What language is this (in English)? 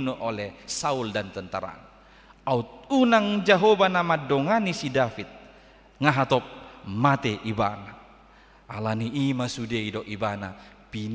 Batak Toba